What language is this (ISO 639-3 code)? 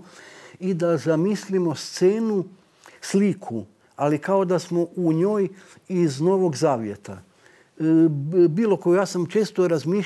hrv